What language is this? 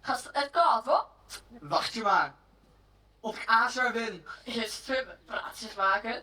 Western Frisian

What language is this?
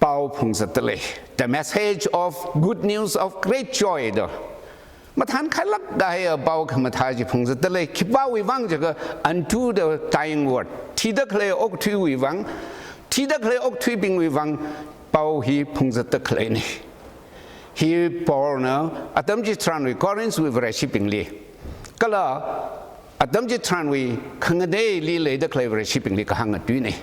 Tangkhul Naga (India)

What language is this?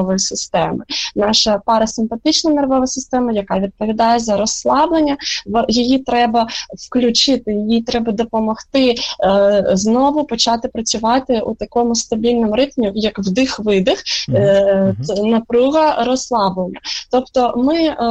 Ukrainian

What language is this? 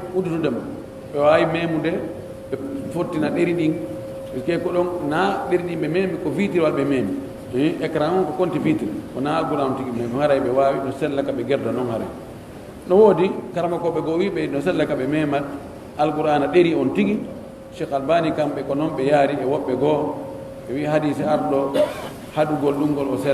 Pular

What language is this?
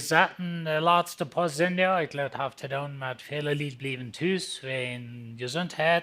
Plautdietsch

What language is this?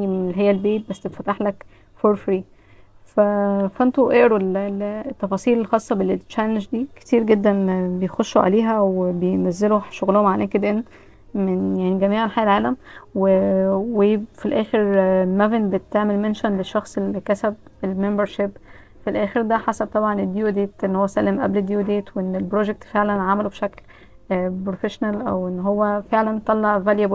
Egyptian Arabic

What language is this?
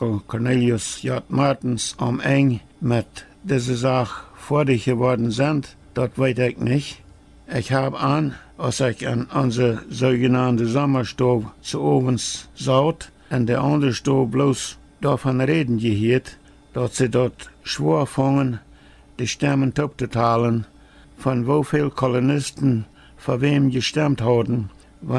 Plautdietsch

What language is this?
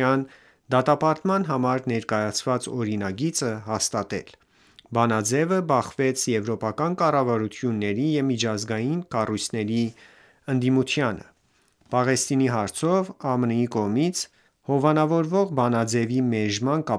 Armenian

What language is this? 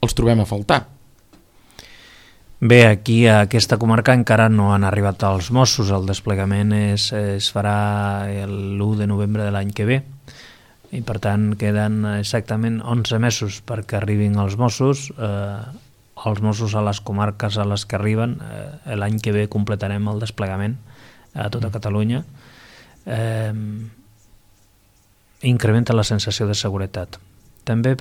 Catalan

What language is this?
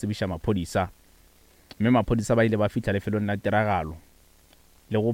Northern Sotho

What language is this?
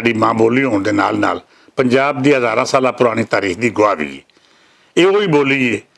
Western Panjabi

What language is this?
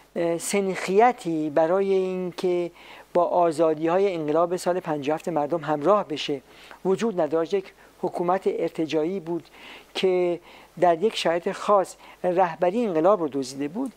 Persian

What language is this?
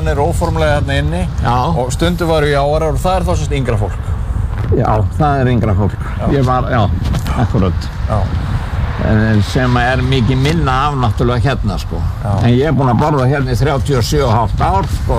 Icelandic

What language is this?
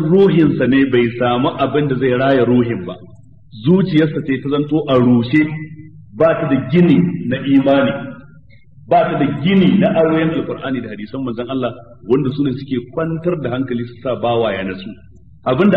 Hausa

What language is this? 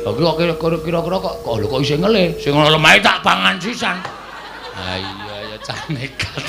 Javanese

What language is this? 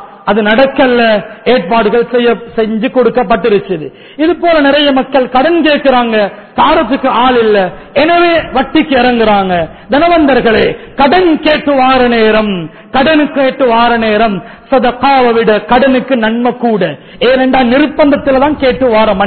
Tamil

